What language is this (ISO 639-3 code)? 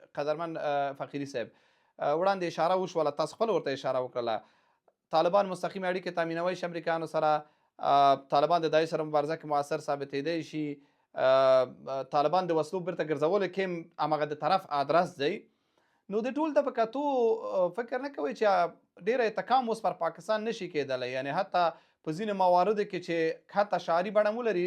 pus